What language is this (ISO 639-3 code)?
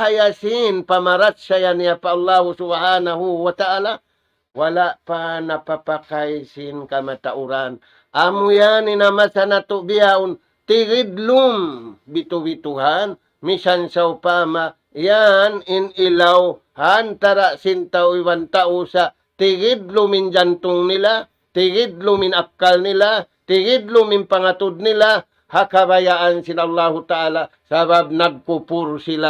tsg